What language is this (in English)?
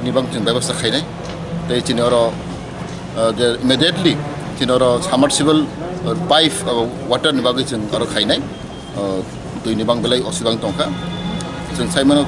Kok Borok